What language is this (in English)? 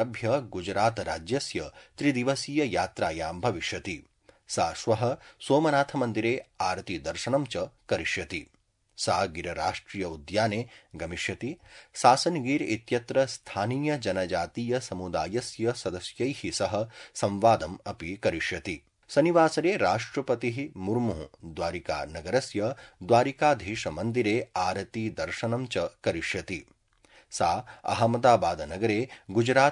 Sanskrit